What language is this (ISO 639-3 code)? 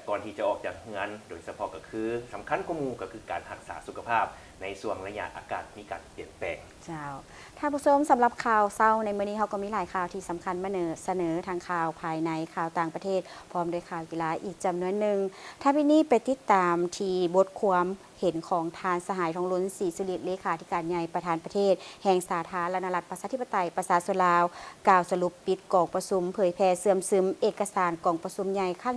lao